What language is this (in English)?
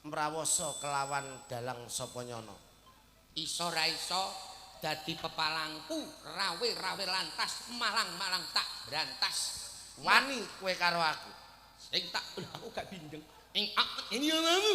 Javanese